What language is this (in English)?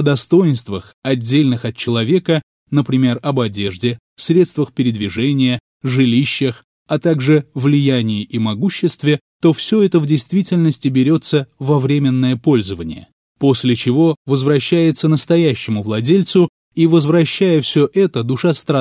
Russian